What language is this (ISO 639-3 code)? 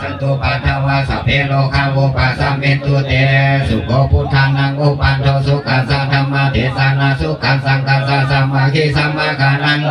pli